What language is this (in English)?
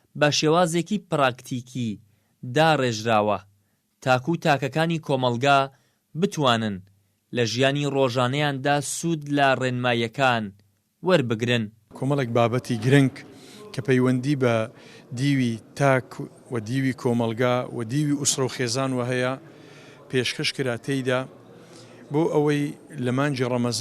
Central Kurdish